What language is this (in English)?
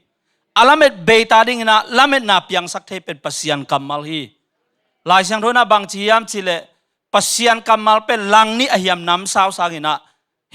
Tedim Chin